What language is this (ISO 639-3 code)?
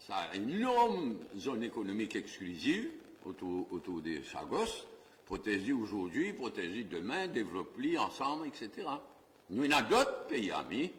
mfe